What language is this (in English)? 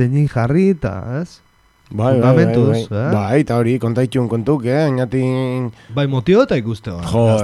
Basque